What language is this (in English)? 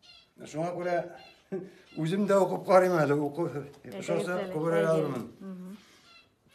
Tatar